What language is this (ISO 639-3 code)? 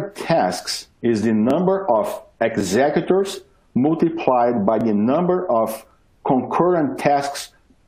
eng